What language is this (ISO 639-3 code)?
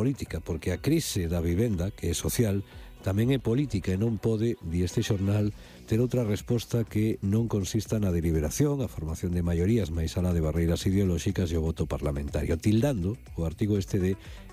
glg